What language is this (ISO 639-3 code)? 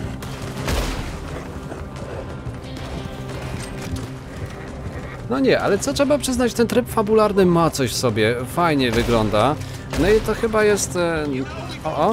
pol